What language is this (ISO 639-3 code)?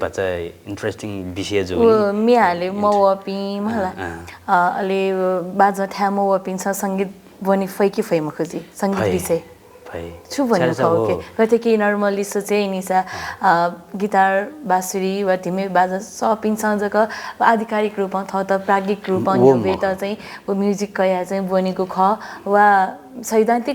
new